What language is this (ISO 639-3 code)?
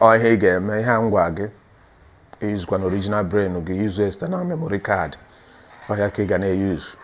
ibo